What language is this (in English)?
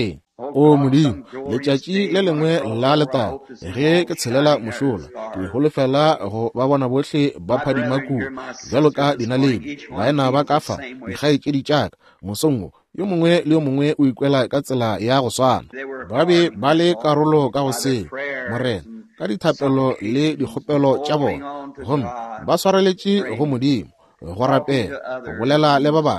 Northern Sotho